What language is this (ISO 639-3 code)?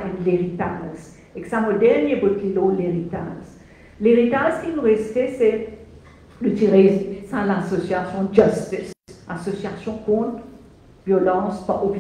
mfe